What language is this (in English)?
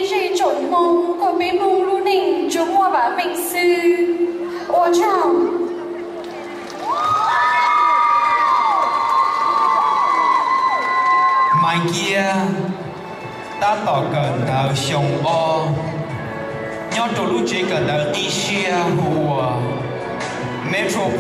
Vietnamese